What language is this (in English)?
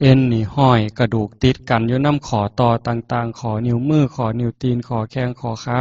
Northeastern Thai